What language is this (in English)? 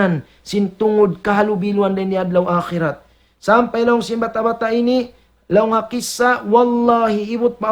Tausug